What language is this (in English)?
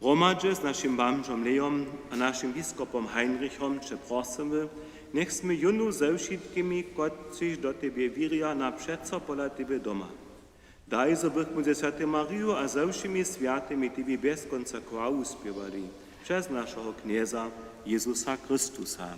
Upper Sorbian